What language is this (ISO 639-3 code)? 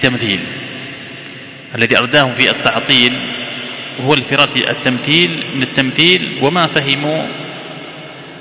ara